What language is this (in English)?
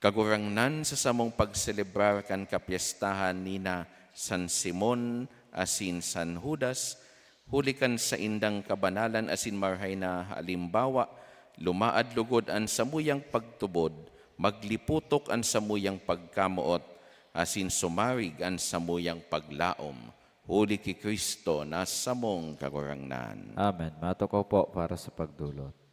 Bikol